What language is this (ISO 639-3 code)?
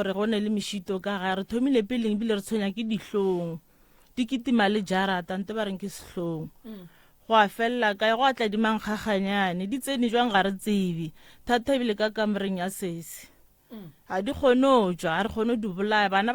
nso